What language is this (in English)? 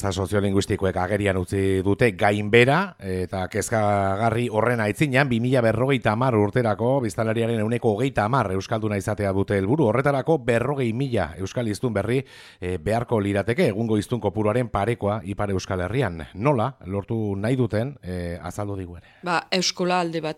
Basque